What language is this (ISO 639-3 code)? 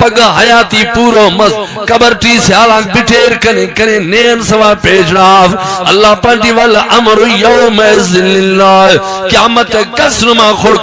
brh